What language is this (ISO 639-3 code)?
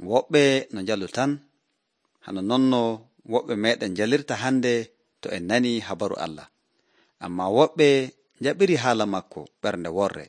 fuv